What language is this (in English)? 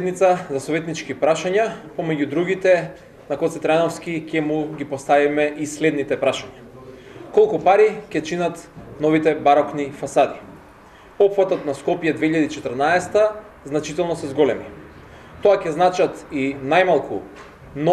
Macedonian